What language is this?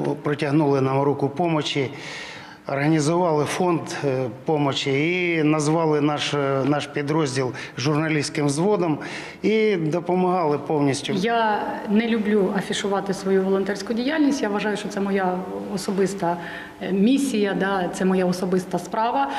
Ukrainian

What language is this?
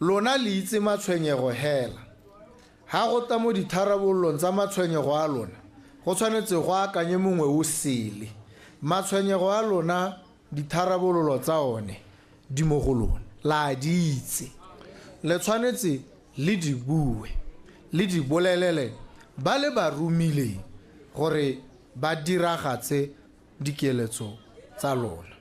Tswana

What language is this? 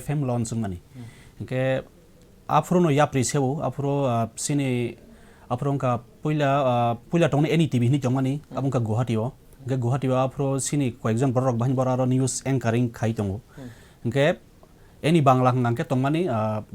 Kok Borok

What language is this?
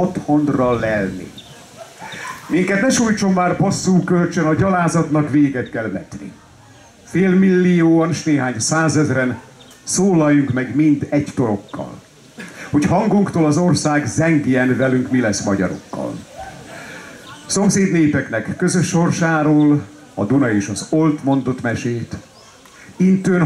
Hungarian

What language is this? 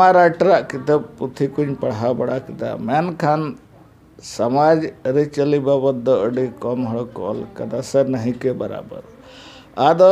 Santali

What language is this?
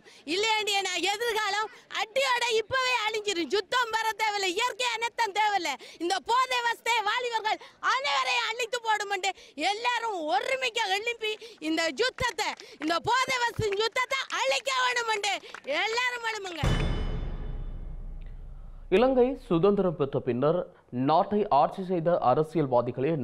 Tamil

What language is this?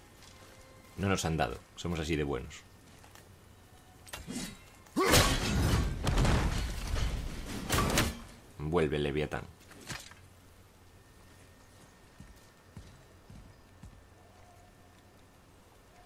Spanish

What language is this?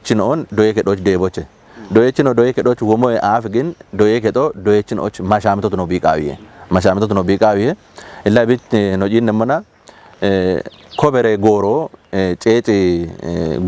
Kafa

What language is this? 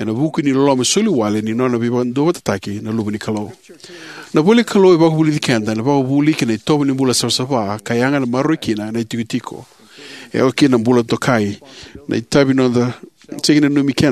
Fijian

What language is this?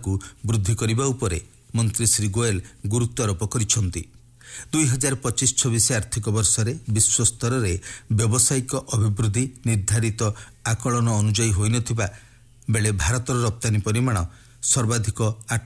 Odia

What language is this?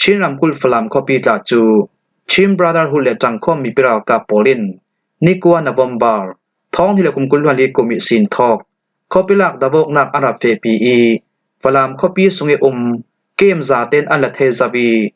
Falam Chin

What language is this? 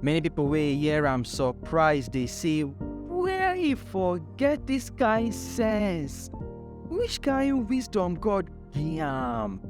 Nigerian Pidgin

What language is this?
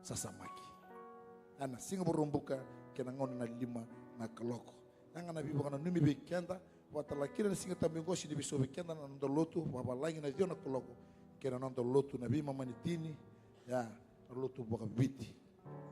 Fijian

